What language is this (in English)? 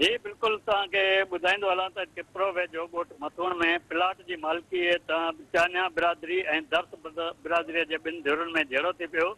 Sindhi